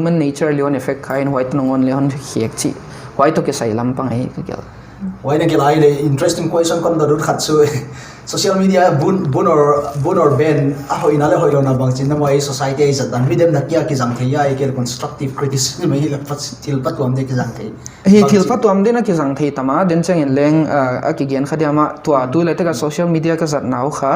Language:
Paite Chin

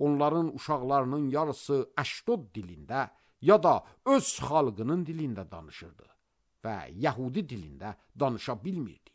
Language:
Azerbaijani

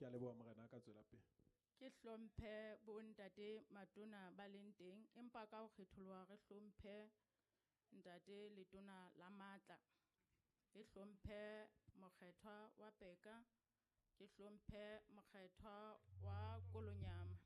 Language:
Southern Sotho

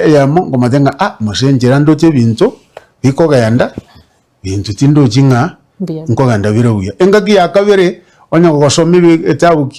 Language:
Gusii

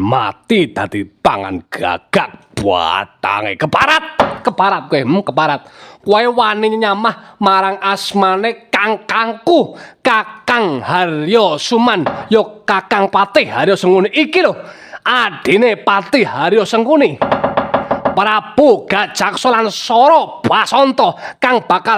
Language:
Javanese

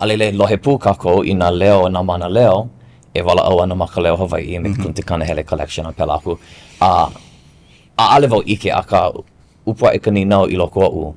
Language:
Hawaiian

